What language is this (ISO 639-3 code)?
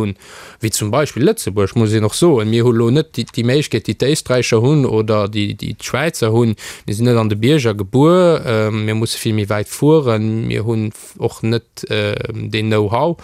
ltz